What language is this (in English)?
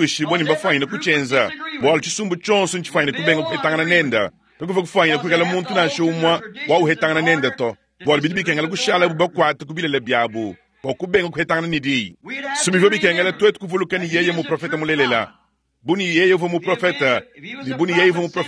Luba-Lulua